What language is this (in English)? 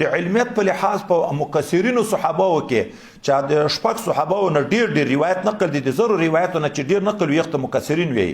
Pashto